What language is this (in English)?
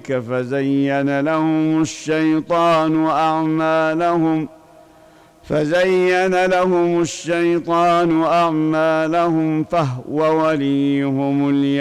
Arabic